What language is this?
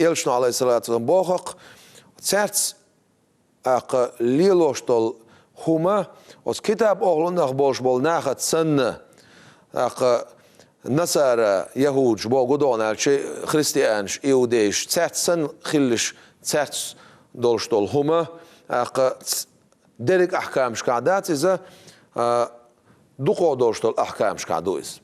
Chechen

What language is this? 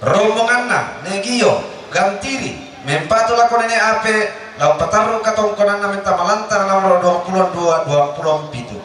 Toraja-Sa'dan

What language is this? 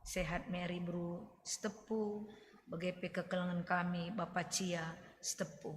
Batak Karo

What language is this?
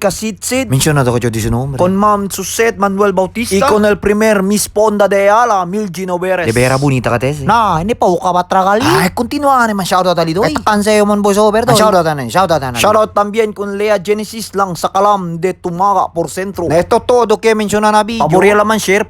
Chavacano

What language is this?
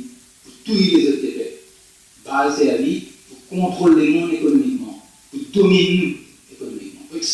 Morisyen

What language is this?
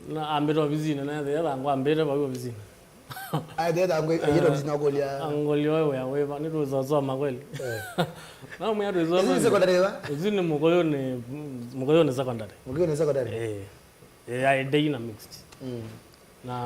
Kamba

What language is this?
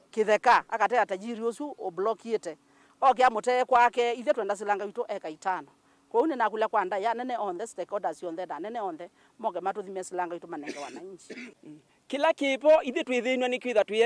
Kamba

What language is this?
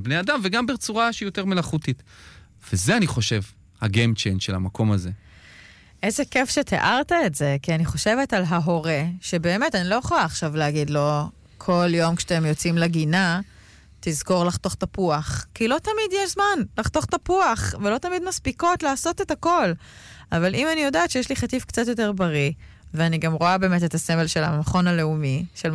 Hebrew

